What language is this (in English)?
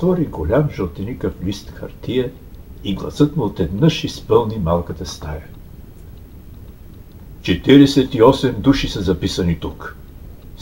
Bulgarian